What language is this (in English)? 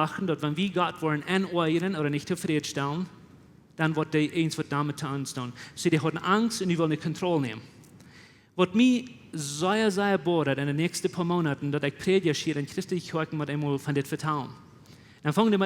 Plautdietsch